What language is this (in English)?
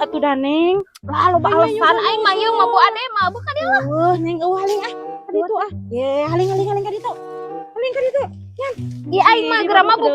Sundanese